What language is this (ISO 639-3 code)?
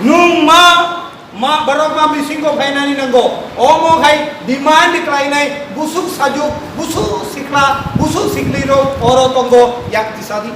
trp